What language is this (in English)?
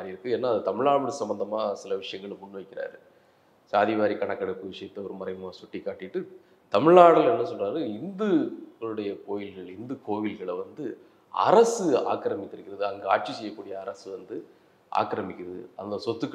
Tamil